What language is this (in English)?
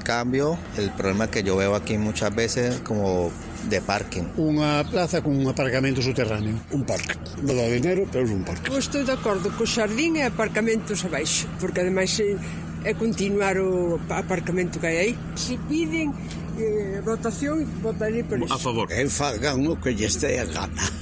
Galician